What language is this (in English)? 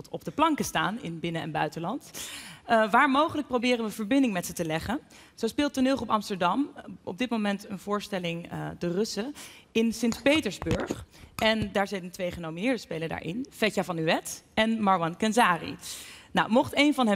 Dutch